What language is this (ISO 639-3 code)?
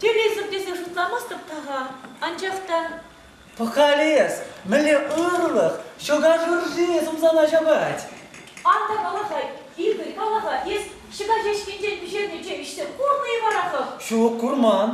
chv